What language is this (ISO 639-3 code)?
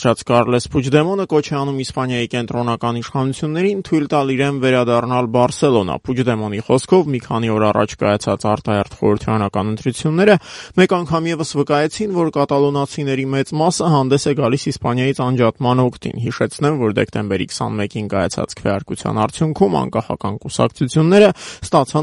hye